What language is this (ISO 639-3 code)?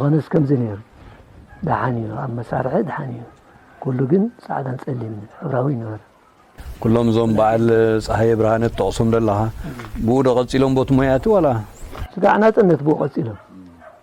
tir